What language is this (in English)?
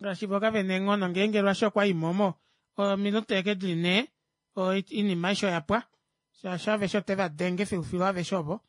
Kuanyama